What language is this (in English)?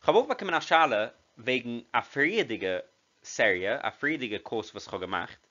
Yiddish